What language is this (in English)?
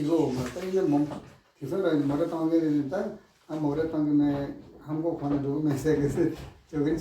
Tibetan